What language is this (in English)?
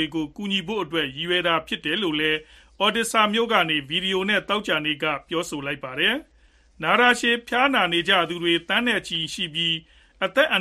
Burmese